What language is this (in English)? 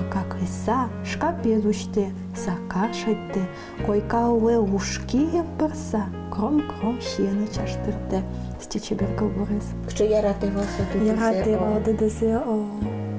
Udmurt